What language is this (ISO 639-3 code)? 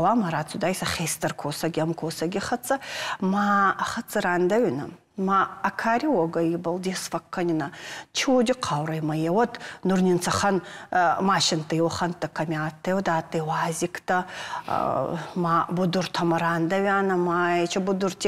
oss